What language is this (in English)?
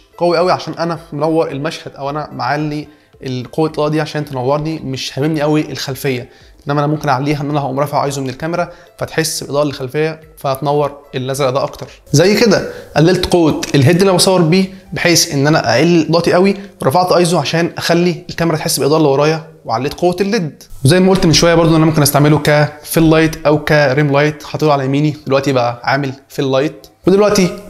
Egyptian Arabic